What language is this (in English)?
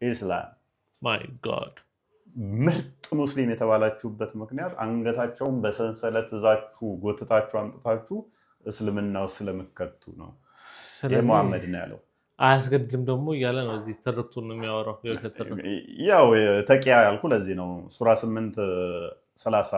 Amharic